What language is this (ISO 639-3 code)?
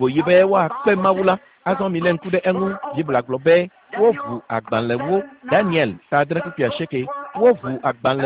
ewe